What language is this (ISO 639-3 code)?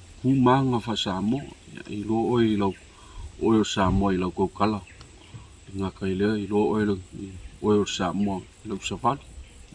smo